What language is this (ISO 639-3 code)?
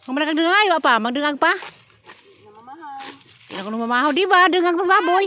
ceb